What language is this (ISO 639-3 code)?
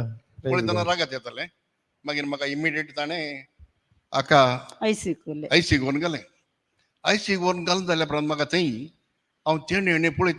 kok